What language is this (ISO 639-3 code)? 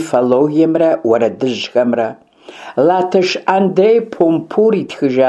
kbd